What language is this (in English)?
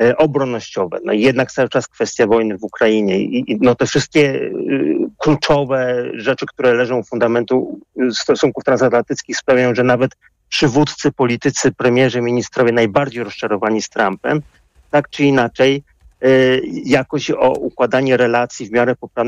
Polish